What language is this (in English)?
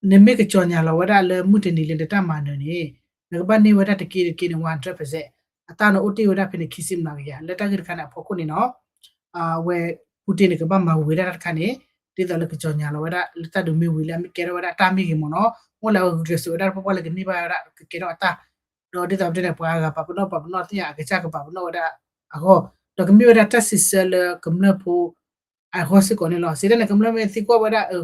S'gaw Karen